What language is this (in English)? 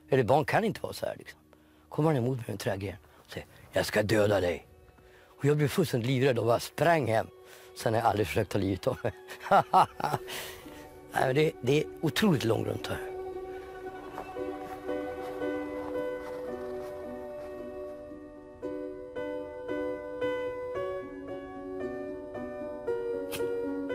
Swedish